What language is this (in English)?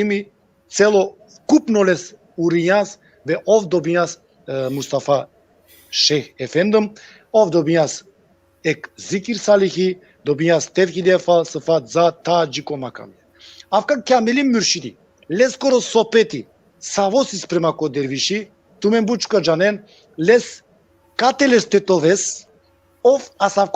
Balkan Romani